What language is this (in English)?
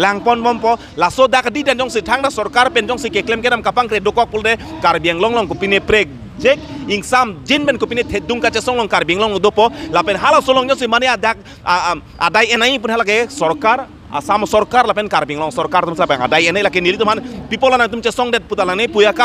Karbi